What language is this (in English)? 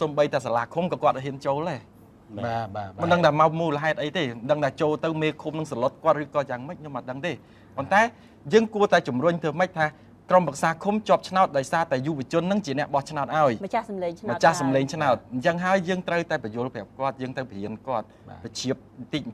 Khmer